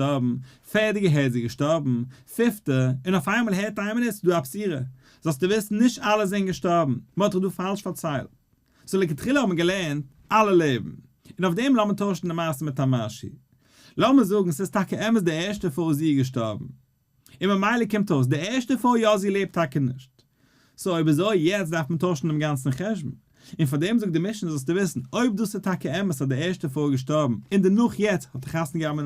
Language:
Yiddish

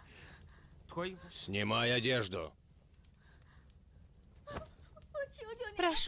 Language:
Russian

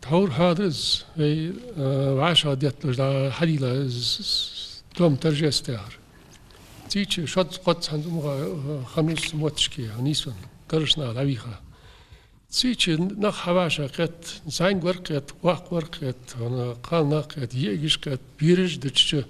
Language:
Ingush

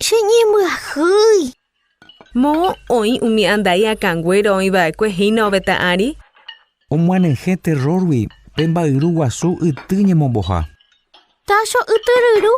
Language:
Guarani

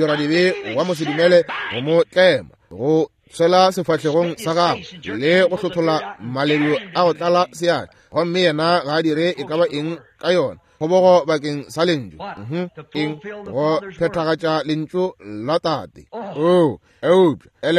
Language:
Northern Sotho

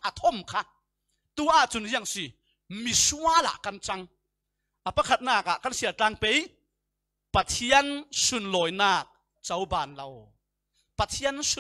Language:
Falam Chin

